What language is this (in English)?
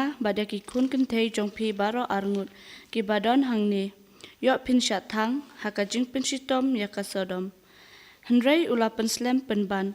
Khasi